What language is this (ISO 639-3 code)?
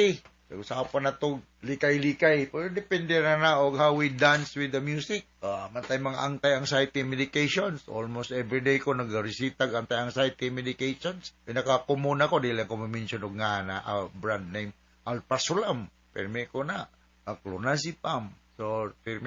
ceb